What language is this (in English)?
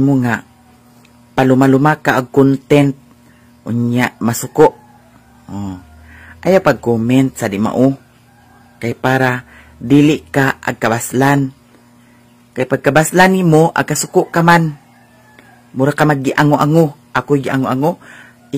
Cebuano